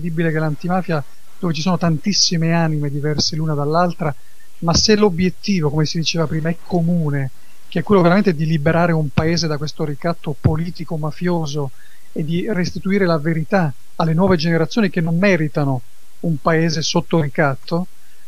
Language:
Italian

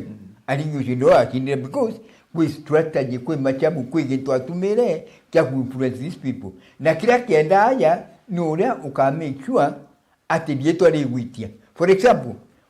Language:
Meru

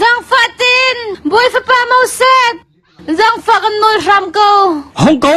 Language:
Hakha Chin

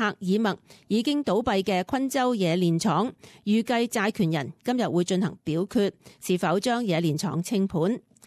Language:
Cantonese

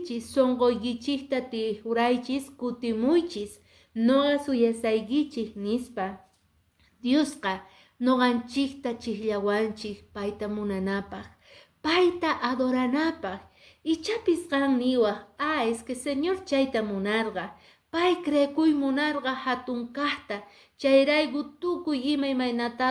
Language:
Quechua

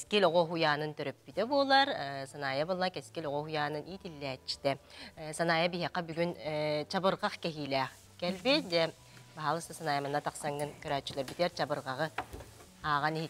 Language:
Yakut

